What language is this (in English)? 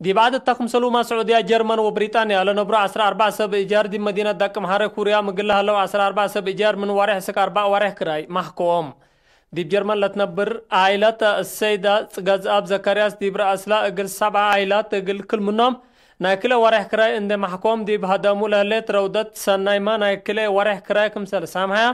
Tigre